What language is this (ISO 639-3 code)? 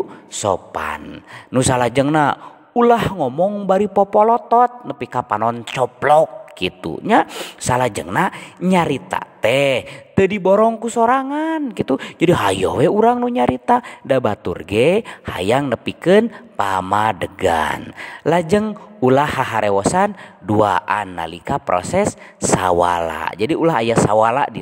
sun